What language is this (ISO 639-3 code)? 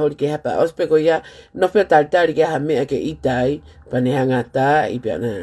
ton